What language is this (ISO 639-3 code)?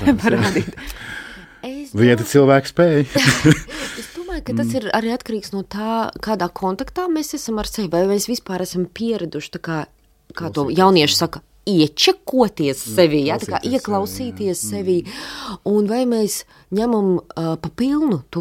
lav